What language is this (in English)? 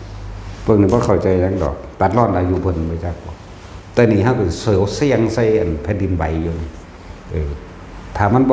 Northeastern Thai